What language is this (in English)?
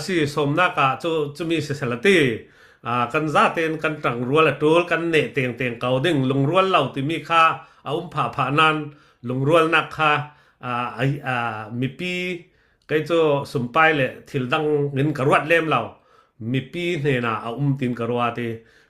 Falam Chin